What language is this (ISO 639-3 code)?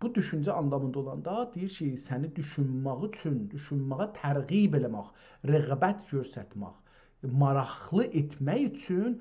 azb